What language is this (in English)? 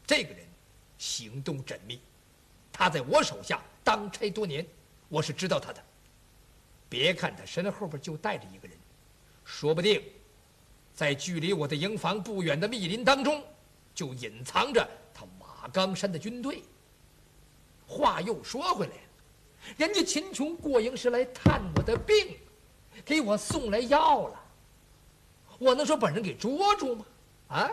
Chinese